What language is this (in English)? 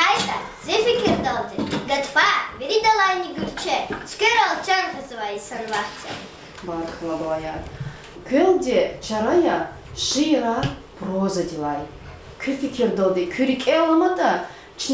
Lezghian